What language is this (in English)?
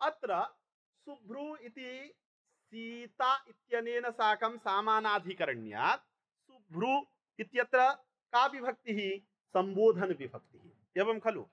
Sanskrit